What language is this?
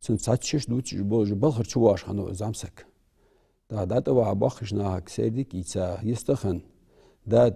Ingush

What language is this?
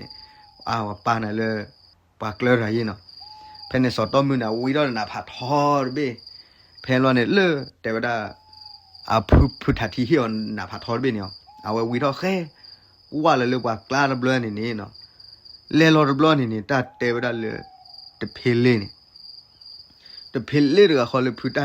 S'gaw Karen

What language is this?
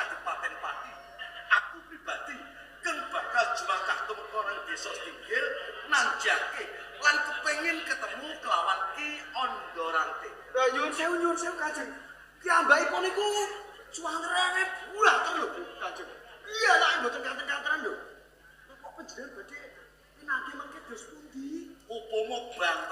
Javanese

